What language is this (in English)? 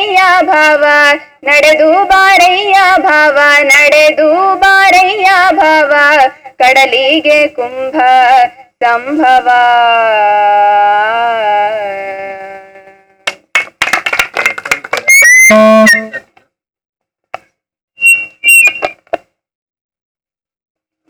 Kannada